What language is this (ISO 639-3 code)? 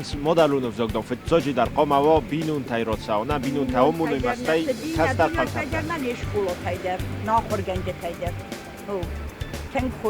oss